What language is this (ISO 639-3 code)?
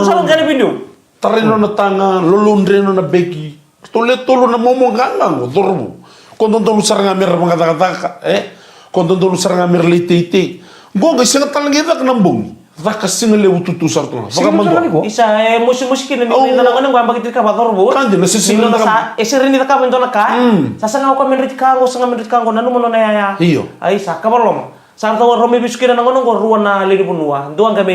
fij